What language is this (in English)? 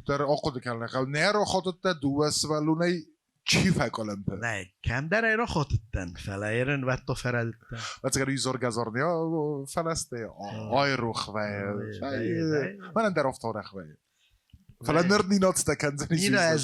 Ossetic